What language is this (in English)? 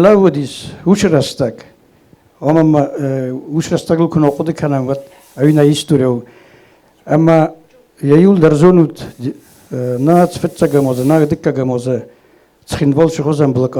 Ossetic